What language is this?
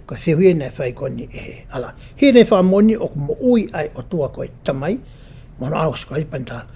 Tongan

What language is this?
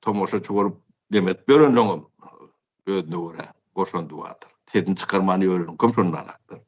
Turkmen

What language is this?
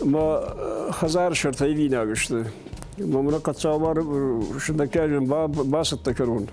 Ossetic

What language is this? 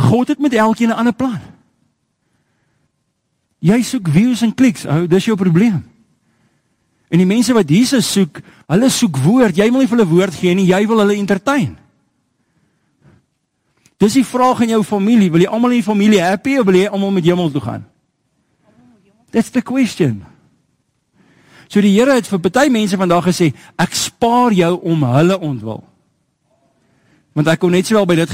Afrikaans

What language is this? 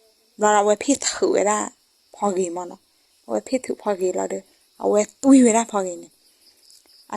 S'gaw Karen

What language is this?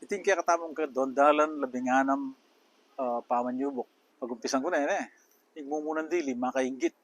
Pampanga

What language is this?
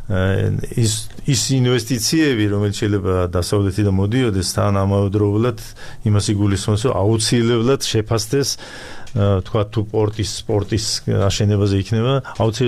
Georgian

